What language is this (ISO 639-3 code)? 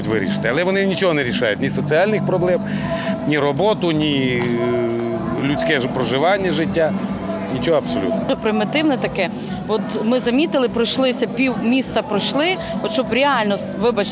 ukr